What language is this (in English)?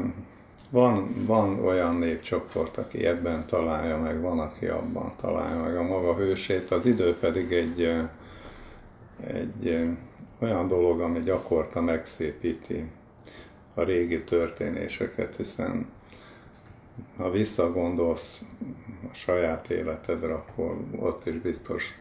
Hungarian